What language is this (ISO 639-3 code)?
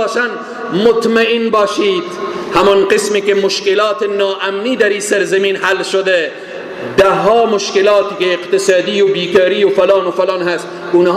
fas